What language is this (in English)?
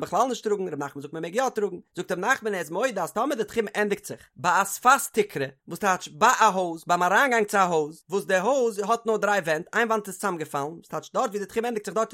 Yiddish